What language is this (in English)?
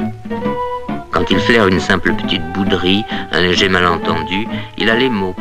French